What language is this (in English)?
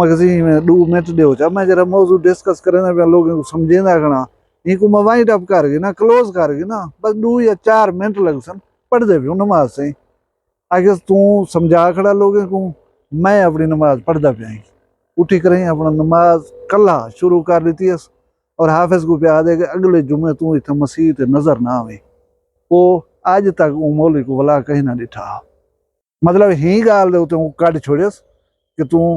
Saraiki